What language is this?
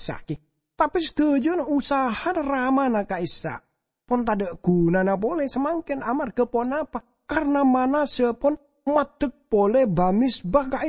Madurese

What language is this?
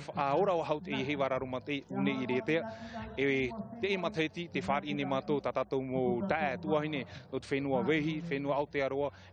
Tahitian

